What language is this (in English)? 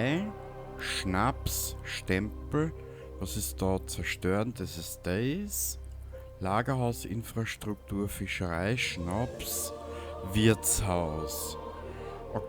Bavarian